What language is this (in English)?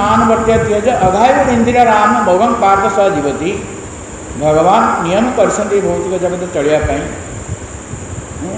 Odia